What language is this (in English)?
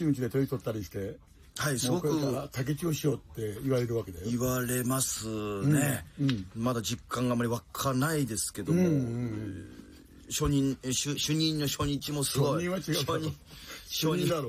Japanese